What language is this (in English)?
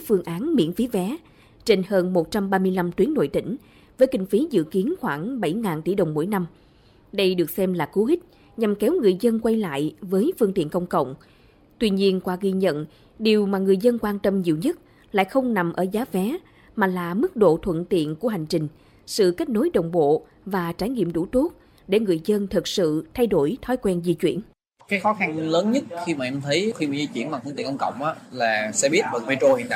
Vietnamese